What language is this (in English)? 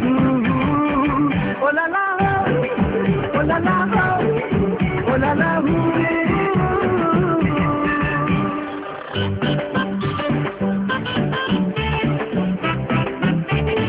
Bangla